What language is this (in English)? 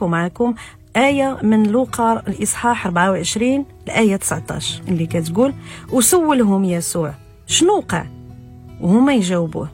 Moroccan Arabic